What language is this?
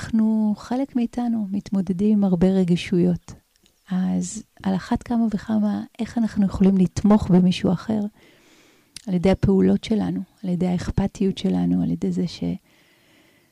Hebrew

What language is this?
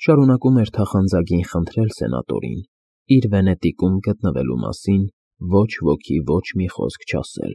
Armenian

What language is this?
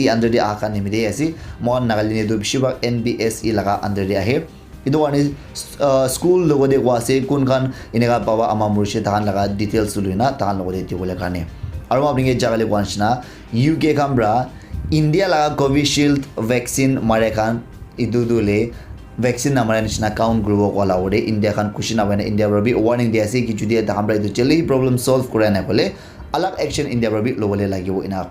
Naga Pidgin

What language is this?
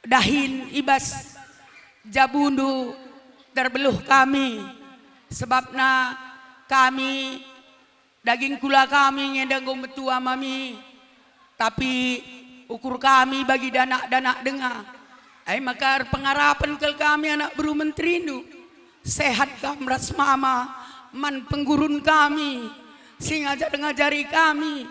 Batak Karo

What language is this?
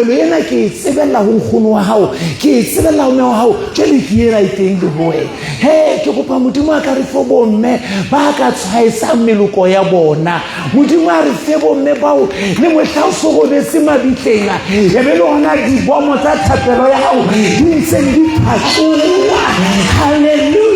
Southern Sotho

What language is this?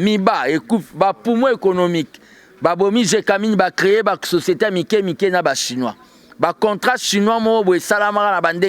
Lingala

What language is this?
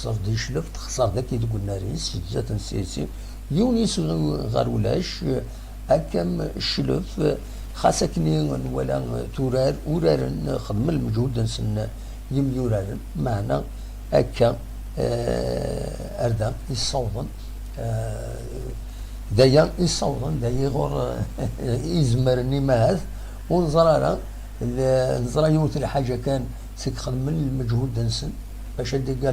Kabyle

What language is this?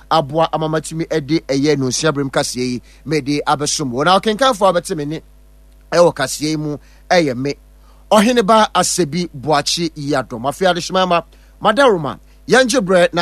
Akan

